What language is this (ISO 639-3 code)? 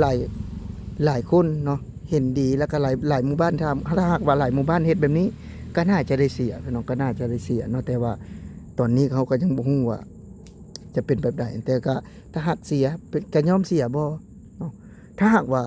lao